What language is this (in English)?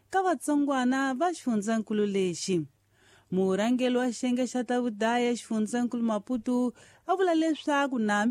Tsonga